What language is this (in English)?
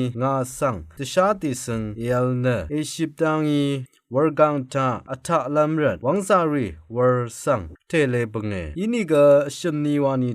Rawang